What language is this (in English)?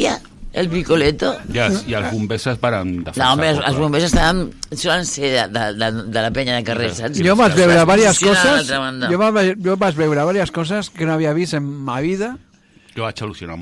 Catalan